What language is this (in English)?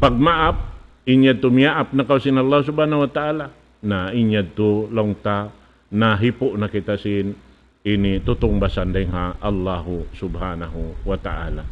Tausug